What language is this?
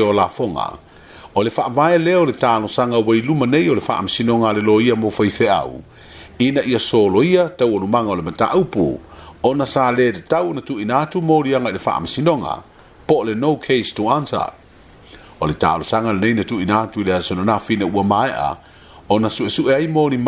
Samoan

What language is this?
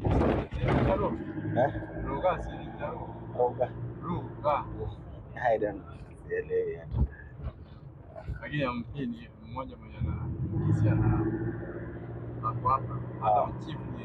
Swahili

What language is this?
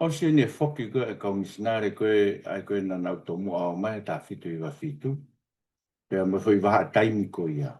Tongan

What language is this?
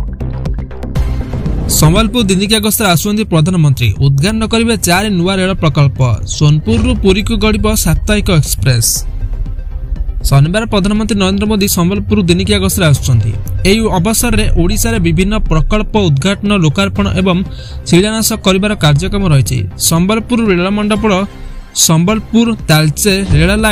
Odia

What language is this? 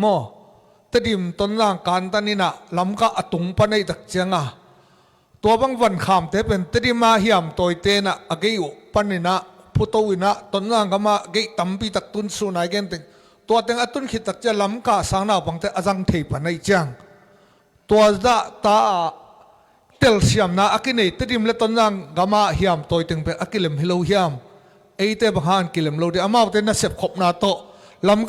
Tedim Chin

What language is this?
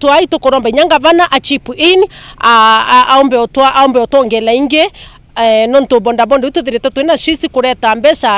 Meru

